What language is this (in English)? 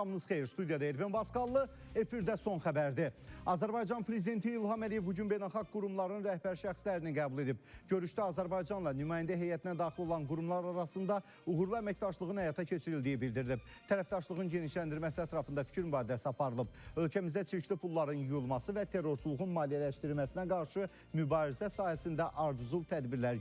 Azerbaijani